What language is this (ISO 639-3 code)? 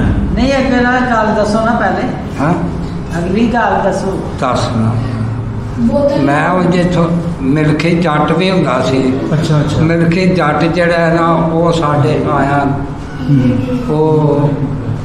pan